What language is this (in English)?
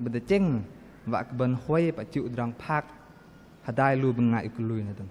Bahnar